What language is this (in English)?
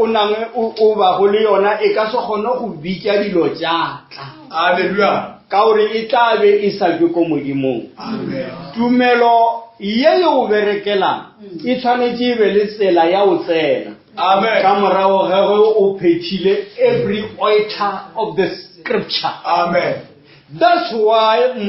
Northern Sotho